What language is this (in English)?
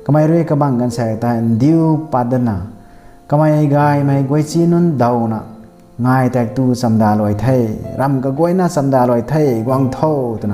Rongmei Naga